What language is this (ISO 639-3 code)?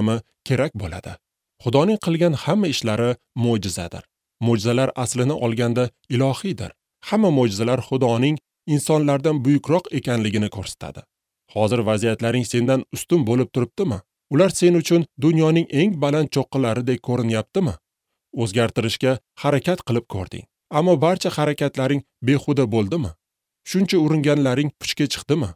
uzb